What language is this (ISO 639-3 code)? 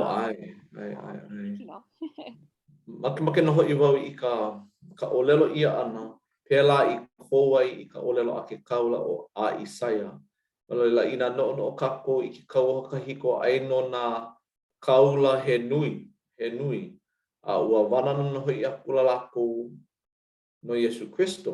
haw